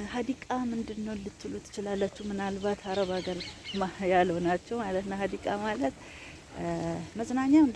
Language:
Amharic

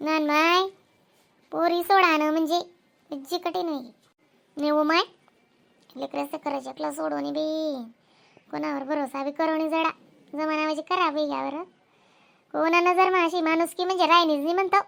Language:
Khandesi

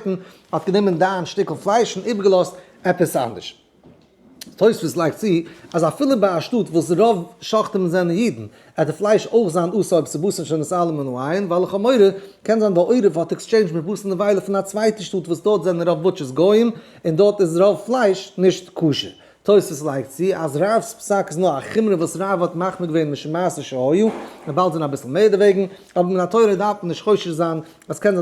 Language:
Yiddish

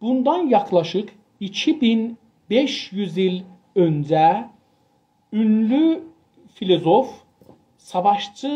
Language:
South Azerbaijani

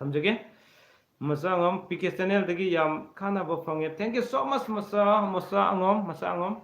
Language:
Manipuri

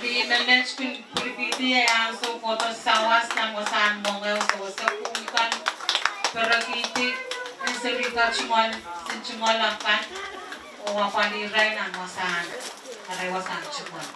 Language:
Pohnpeian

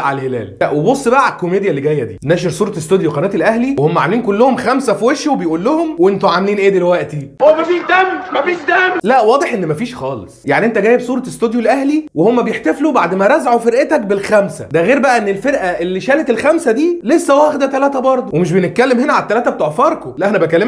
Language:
Egyptian Arabic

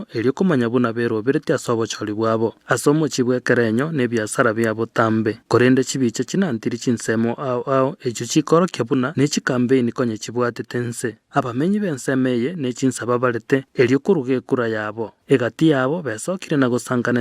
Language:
Gusii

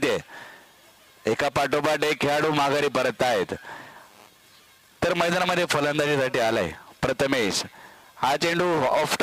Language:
Marathi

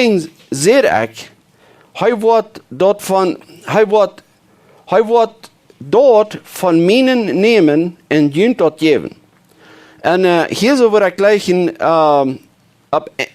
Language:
Plautdietsch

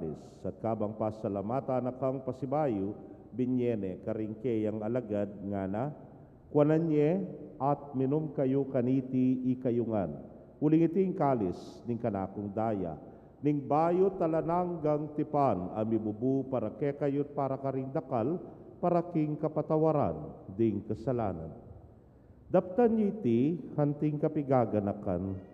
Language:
Pampanga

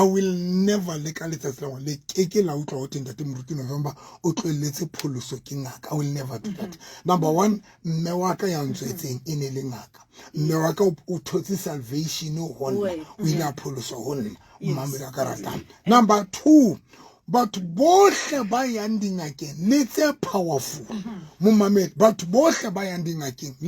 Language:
Southern Sotho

